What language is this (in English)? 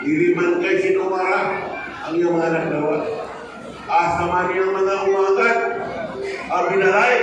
Cebuano